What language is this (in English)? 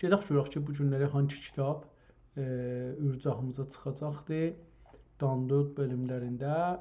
South Azerbaijani